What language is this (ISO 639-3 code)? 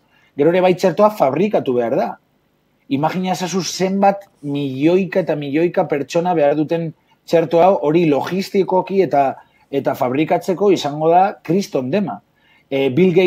eus